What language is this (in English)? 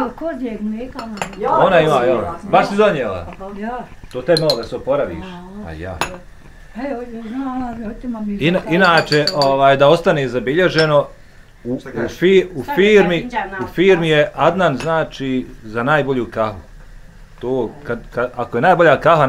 Bosnian